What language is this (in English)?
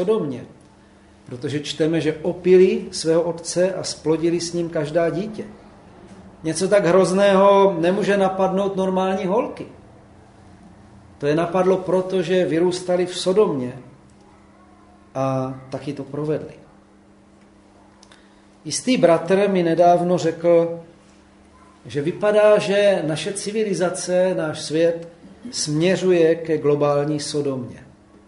Czech